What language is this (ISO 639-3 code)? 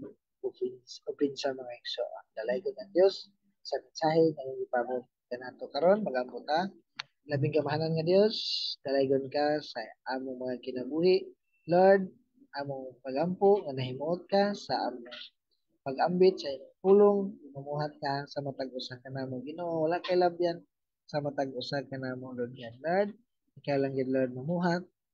ceb